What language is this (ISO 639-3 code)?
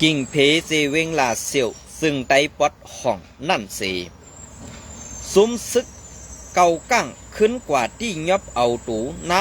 shn